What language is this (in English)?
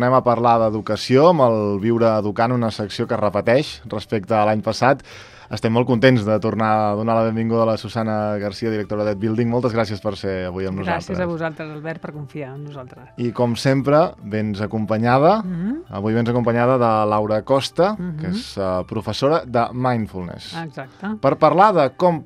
Catalan